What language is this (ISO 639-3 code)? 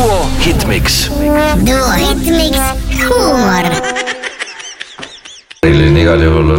est